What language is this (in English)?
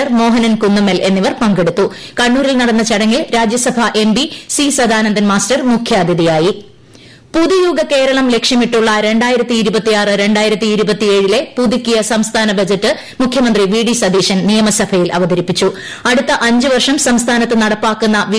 Malayalam